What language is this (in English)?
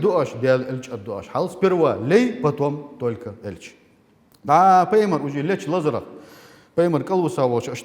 Ingush